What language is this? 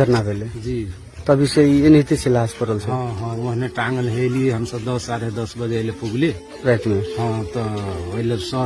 Maithili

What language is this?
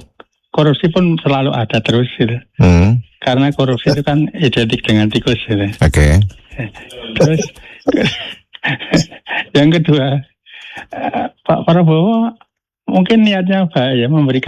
Indonesian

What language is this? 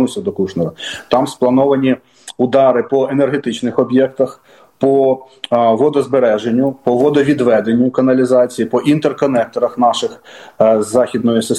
Ukrainian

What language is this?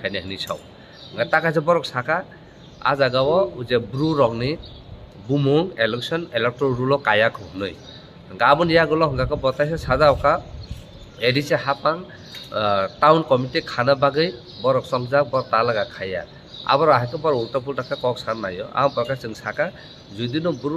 Kok Borok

